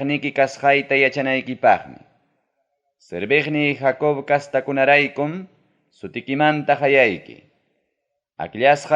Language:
Ayacucho Quechua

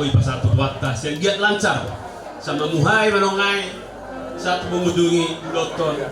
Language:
Batak Toba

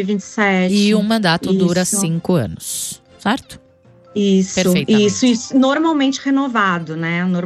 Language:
Portuguese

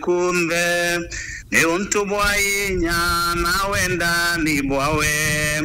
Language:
Meru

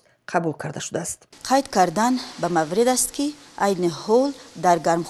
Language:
Tajik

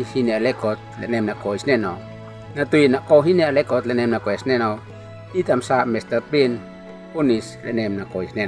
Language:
Uab Meto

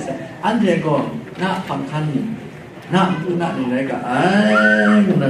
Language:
Kachin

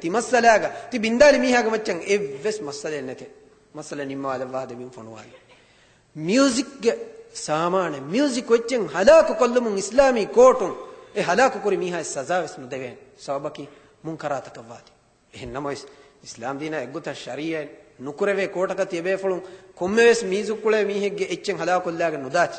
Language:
Divehi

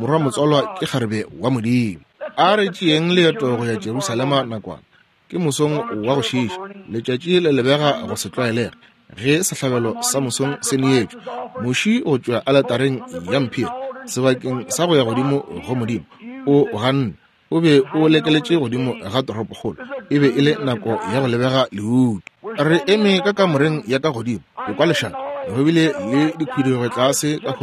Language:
Northern Sotho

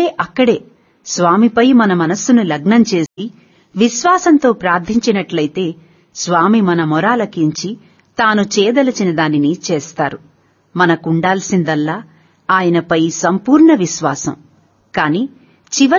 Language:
Telugu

